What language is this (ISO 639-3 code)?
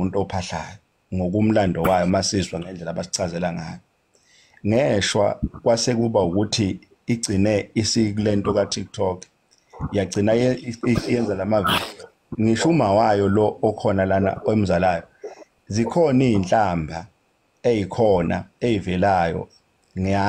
zul